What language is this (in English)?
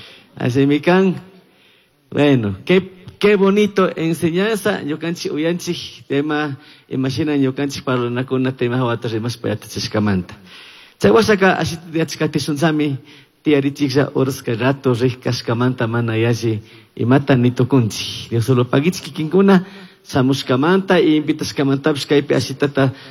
Chimborazo Highland Quichua